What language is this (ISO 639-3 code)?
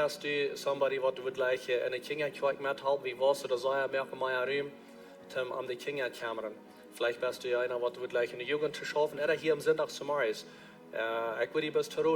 pdt